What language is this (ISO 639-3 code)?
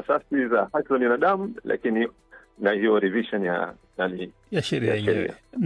swa